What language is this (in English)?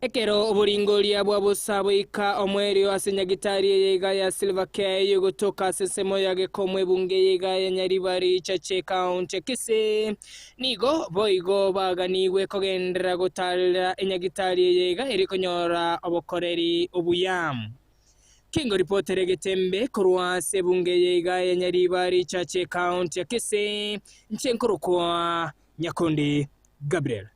Gusii